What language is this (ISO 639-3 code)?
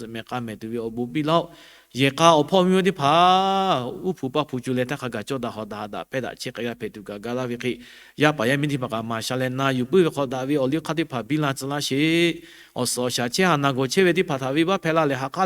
lhu